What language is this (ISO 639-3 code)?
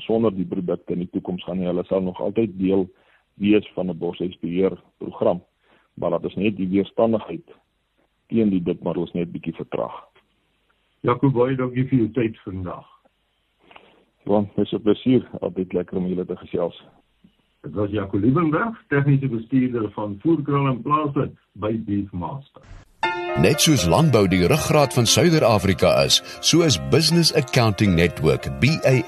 afr